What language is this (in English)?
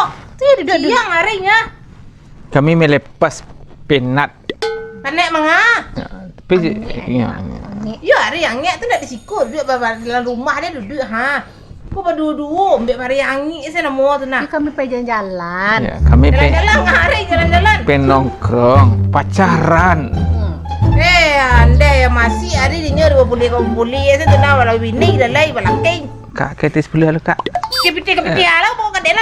Minangkabau